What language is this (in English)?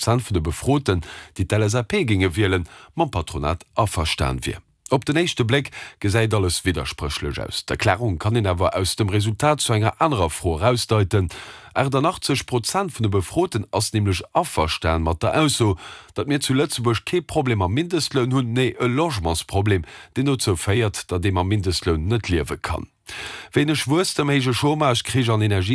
Luxembourgish